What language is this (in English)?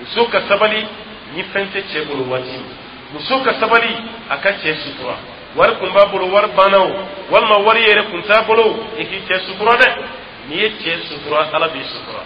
Dyula